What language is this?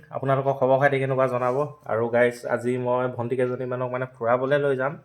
Assamese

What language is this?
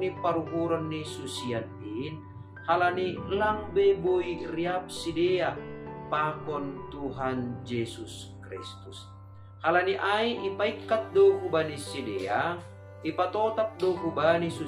Batak Simalungun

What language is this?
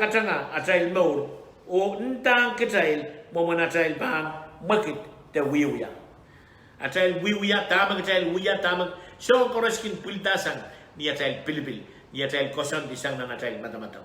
Pohnpeian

